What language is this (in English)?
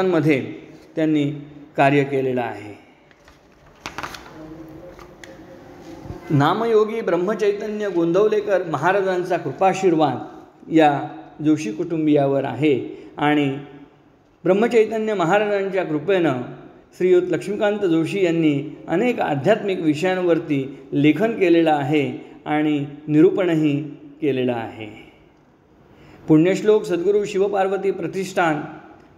Marathi